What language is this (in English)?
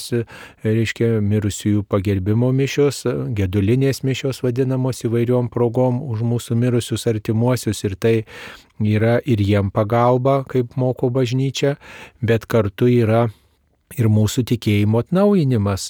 Lithuanian